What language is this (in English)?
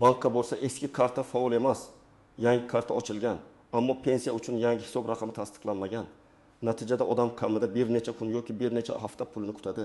Uzbek